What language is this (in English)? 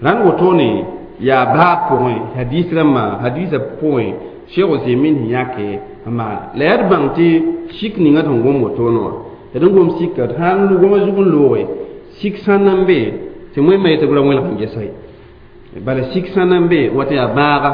Mossi